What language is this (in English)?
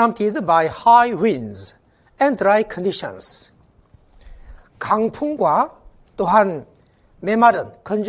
Korean